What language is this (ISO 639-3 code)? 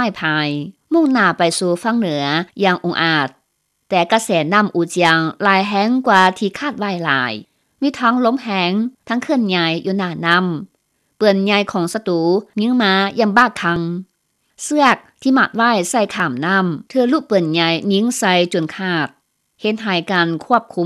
lao